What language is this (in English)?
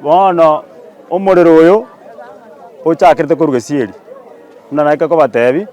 Gusii